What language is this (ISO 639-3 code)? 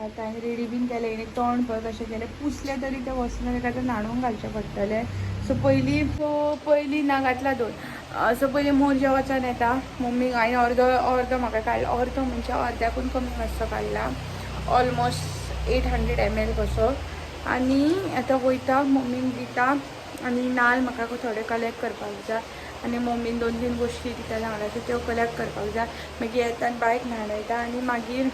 kok